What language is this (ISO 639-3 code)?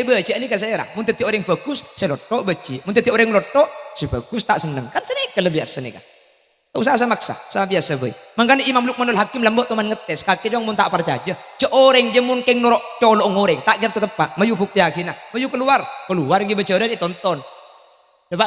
mad